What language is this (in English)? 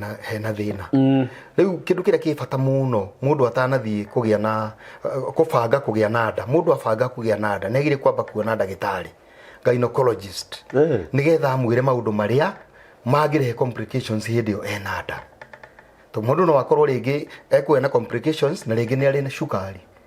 Kikuyu